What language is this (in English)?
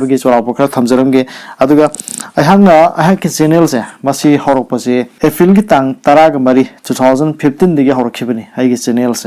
Manipuri